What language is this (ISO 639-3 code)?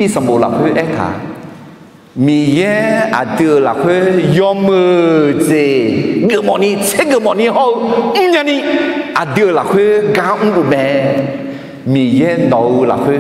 ahk